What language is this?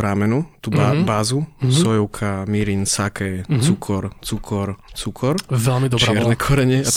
Slovak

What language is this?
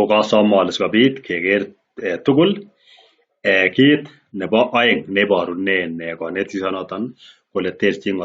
Kalenjin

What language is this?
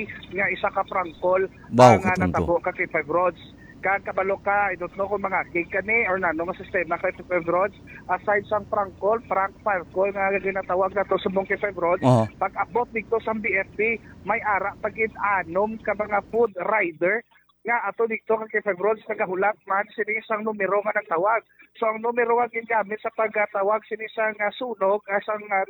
Hiligaynon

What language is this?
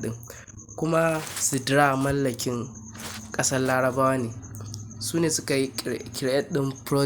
Hausa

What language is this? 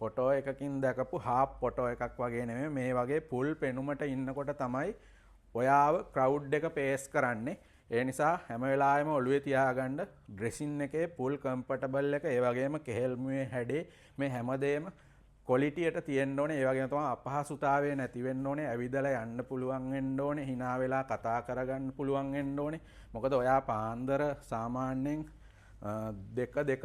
Sinhala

